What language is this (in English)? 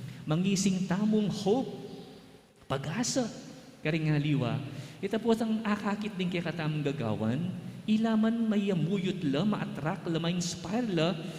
Pampanga